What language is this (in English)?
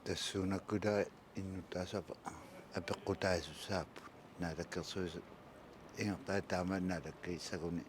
Kalaallisut